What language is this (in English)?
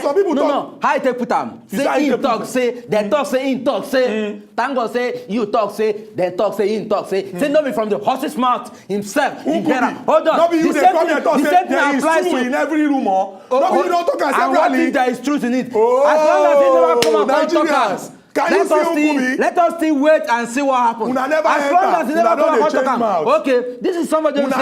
Nigerian Pidgin